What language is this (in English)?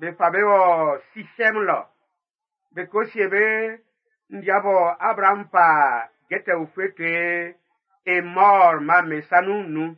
Baoulé